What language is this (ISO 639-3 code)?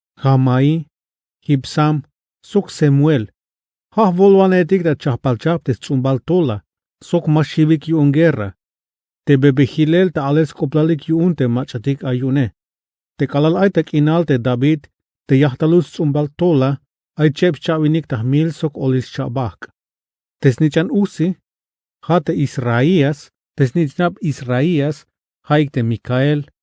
tzh